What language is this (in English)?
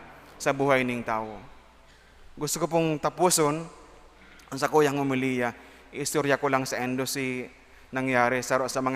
Bikol